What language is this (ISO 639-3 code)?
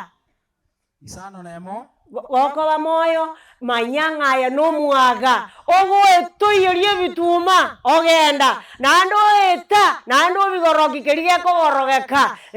guz